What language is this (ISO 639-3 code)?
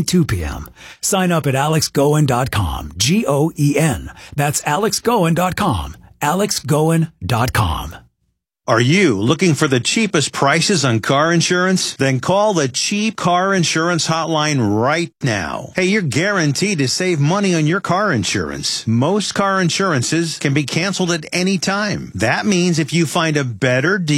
eng